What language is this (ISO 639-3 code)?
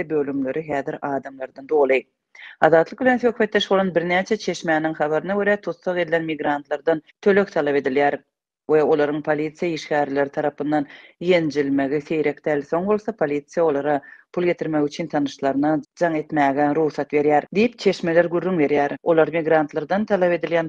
tuk